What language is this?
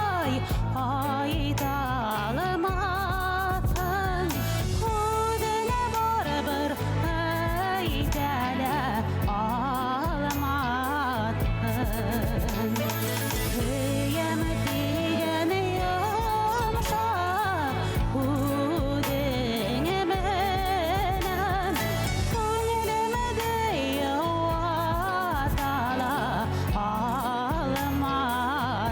Bashkir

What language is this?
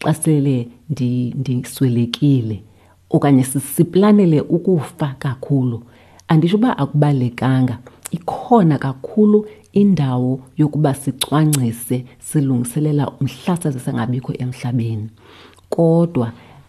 Xhosa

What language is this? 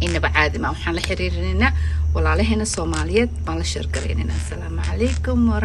Somali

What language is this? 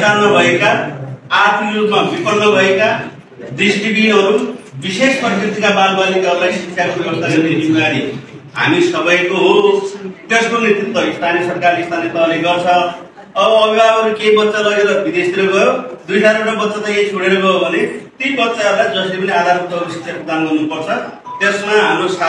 Nepali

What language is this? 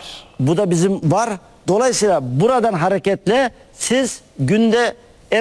Turkish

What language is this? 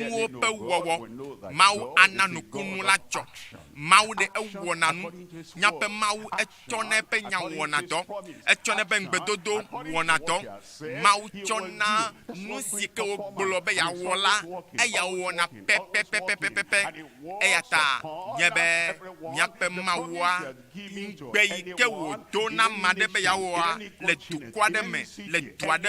Ewe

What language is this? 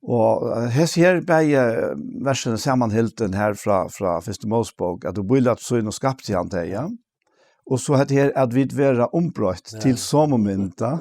Faroese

